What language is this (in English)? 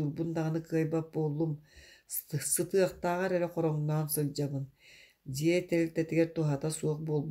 Yakut